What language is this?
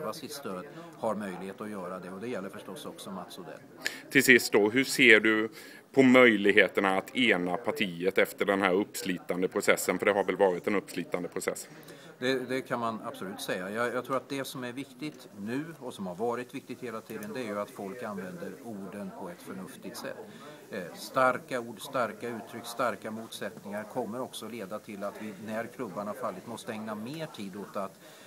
Swedish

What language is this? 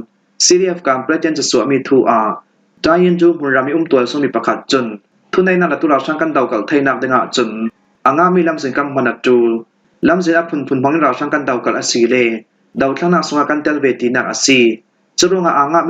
Falam Chin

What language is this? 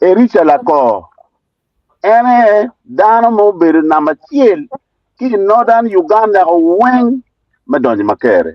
Acoli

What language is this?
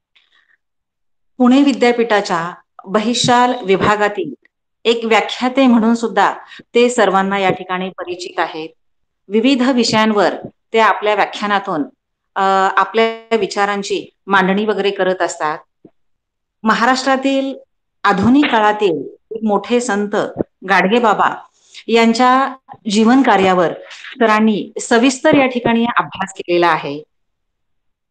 Marathi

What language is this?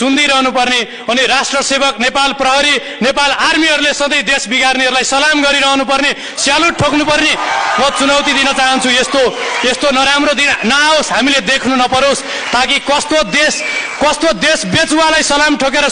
Nepali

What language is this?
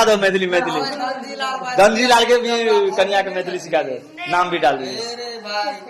Maithili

